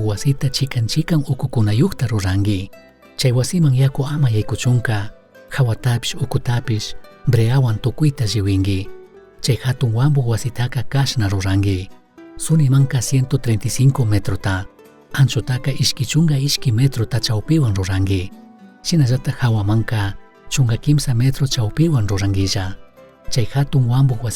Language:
Chimborazo Highland Quichua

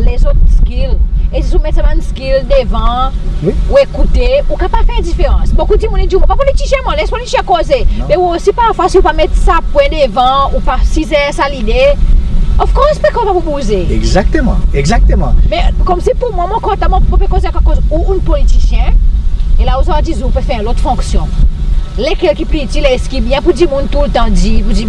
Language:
Seselwa Creole French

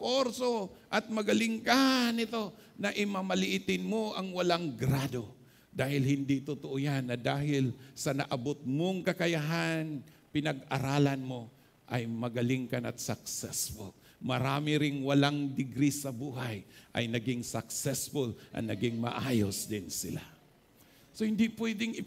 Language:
Filipino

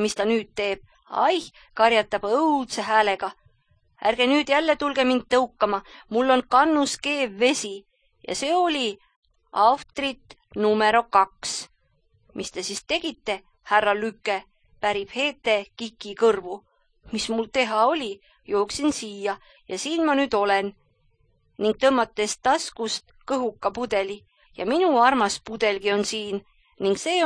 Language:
Estonian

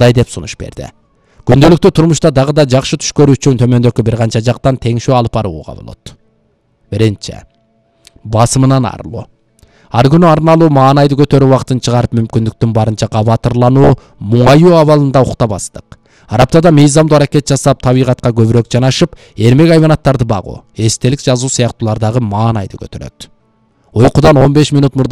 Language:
Kyrgyz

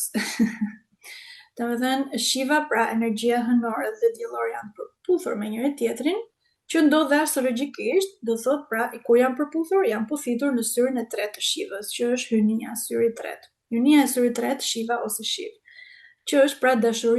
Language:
Albanian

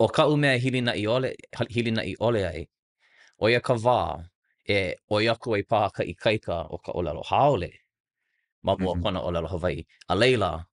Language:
Hawaiian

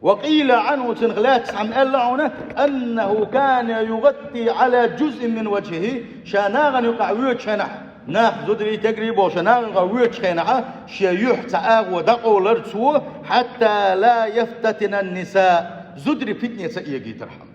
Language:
Chechen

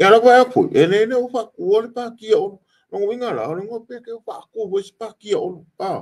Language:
Samoan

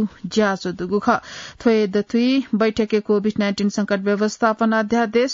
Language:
Newari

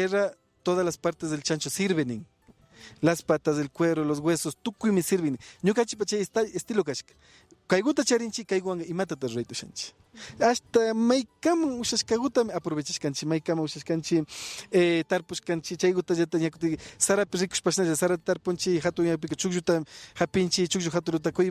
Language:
Imbabura Highland Quichua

